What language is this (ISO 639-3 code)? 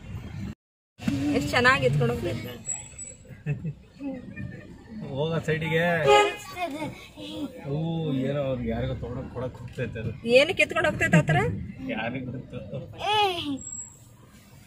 kan